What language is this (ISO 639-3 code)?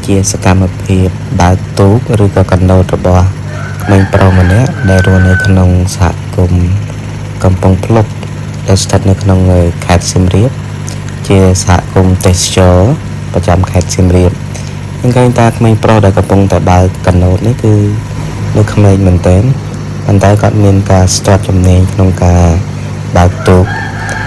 khm